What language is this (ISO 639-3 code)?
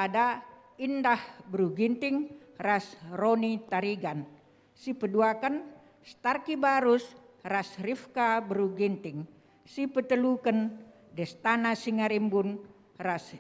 btx